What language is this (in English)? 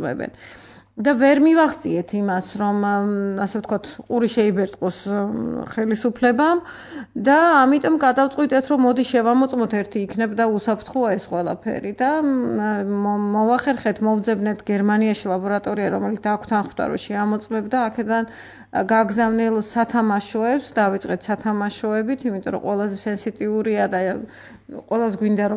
Georgian